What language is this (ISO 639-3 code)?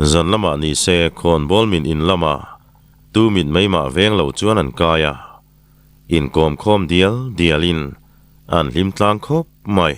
lus